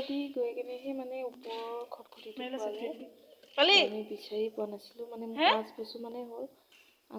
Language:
Assamese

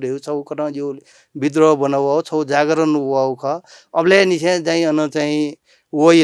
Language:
Newari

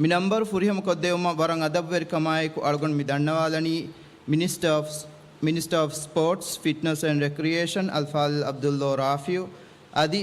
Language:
Divehi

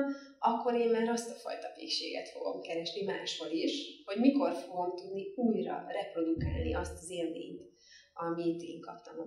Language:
Hungarian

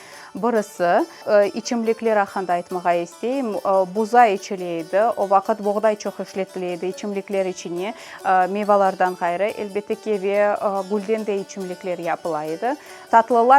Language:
Crimean Tatar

